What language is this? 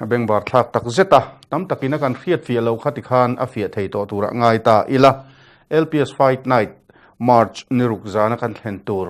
Mizo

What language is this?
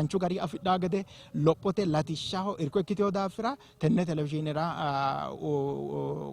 Sidamo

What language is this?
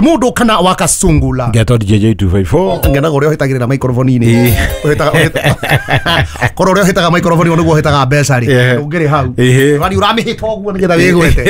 Kikuyu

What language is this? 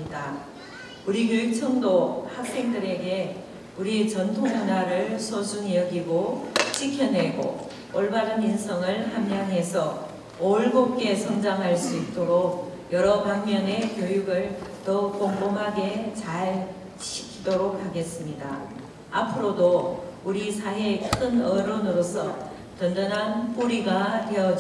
Korean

